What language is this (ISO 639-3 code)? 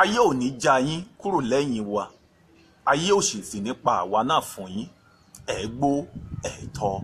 yor